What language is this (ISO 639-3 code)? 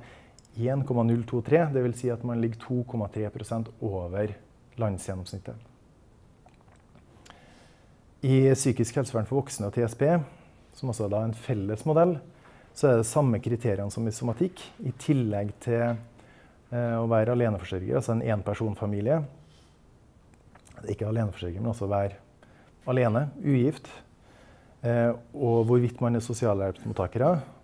nor